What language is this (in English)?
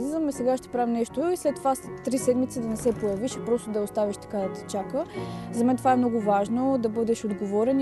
Bulgarian